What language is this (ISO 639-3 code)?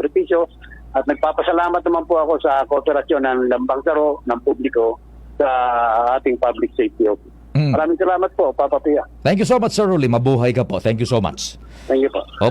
bik